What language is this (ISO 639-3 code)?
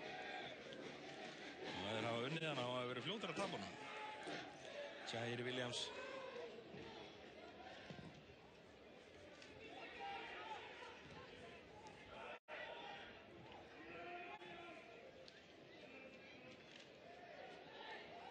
isl